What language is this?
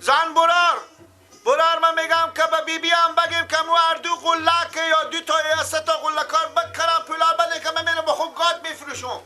Persian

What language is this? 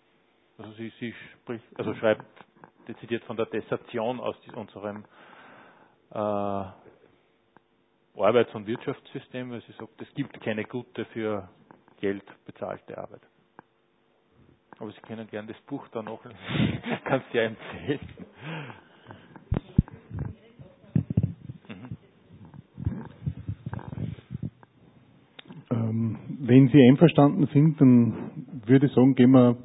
German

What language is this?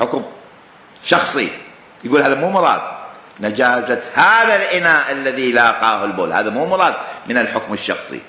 Mesopotamian Arabic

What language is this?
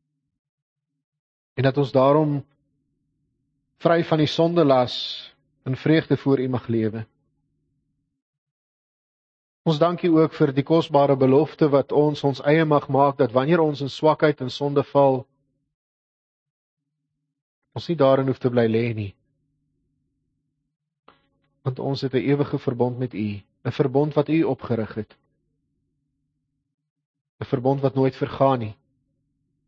Afrikaans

